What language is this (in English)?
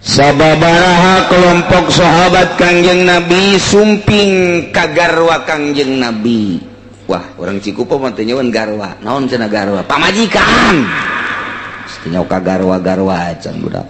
Sundanese